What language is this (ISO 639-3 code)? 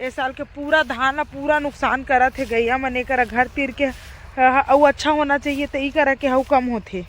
hne